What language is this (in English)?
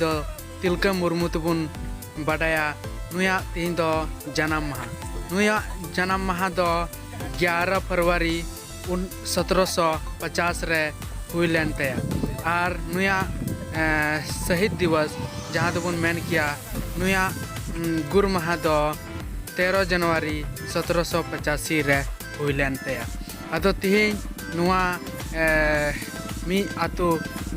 Santali